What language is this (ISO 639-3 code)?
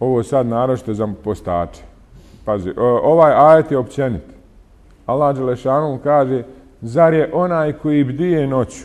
bos